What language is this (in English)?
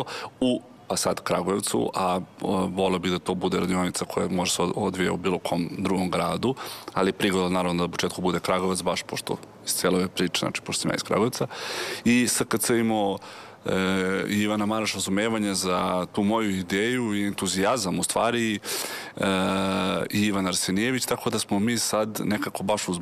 Serbian